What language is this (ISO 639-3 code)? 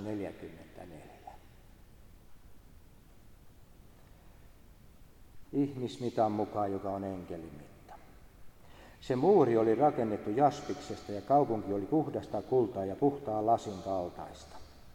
fin